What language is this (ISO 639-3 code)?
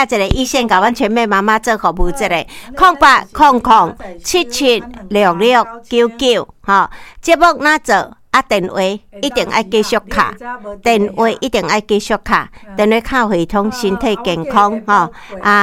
nan